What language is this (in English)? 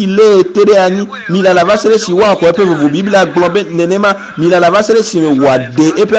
Ewe